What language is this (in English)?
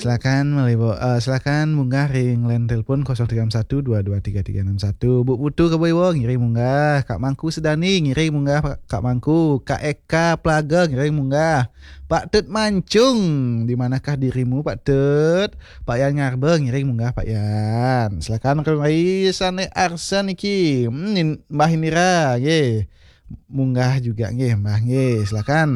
Balinese